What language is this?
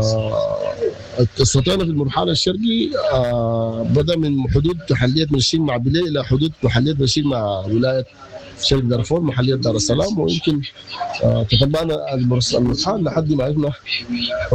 Sudanese Arabic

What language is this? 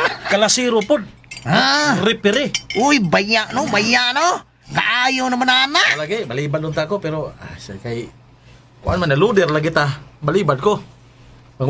Cebuano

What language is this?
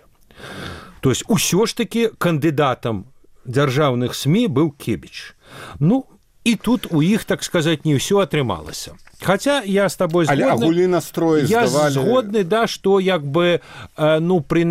Belarusian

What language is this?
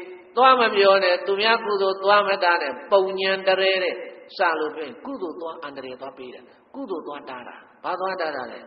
Burmese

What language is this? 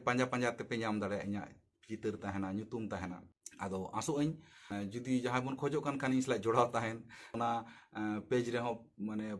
Santali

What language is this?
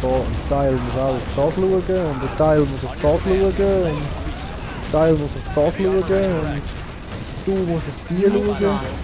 Swiss German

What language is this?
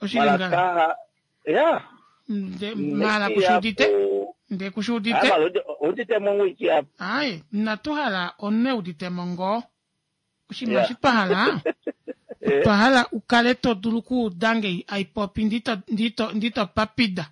Kuanyama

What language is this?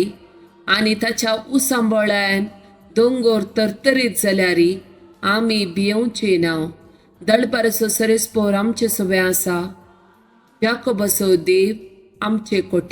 Konkani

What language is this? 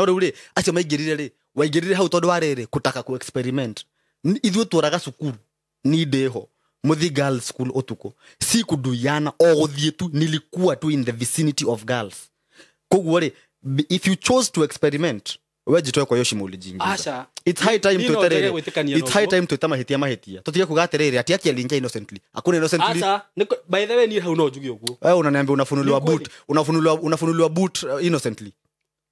Kikuyu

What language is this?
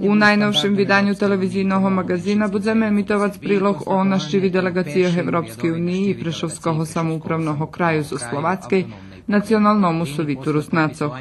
Rusyn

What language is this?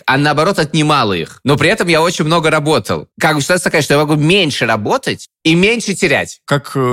Russian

